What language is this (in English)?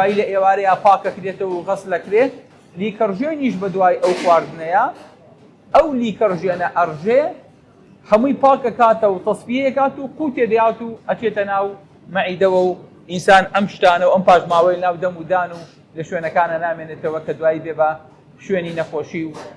Central Kurdish